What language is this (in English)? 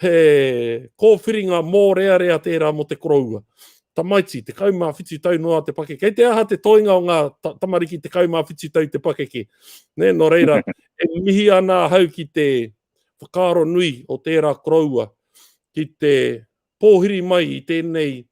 Māori